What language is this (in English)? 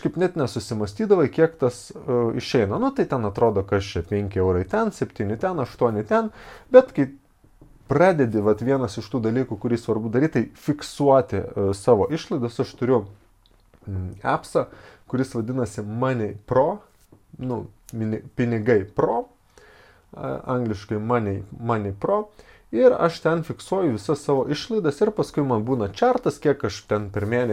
Lithuanian